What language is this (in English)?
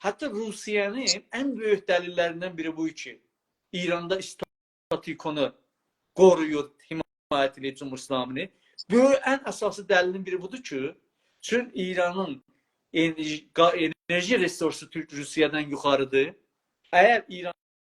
South Azerbaijani